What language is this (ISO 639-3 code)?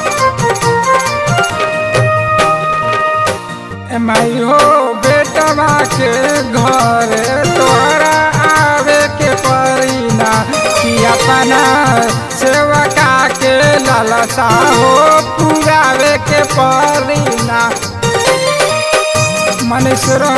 bho